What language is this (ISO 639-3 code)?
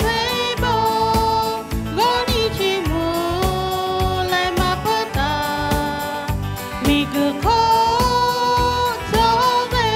lhu